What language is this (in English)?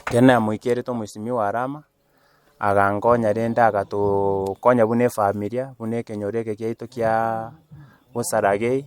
Gusii